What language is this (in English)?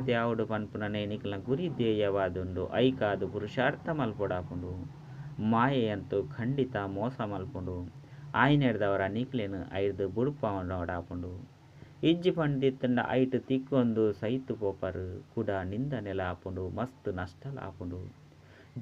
Tulu